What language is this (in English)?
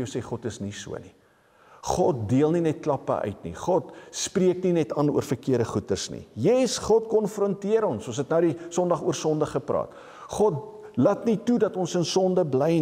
Afrikaans